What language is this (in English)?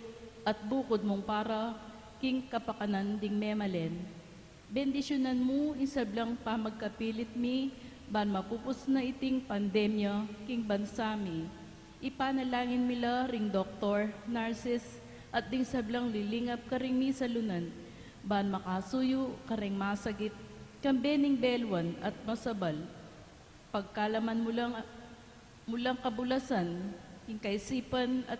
Pampanga